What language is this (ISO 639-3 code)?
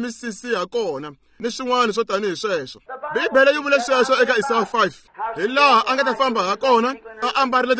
tso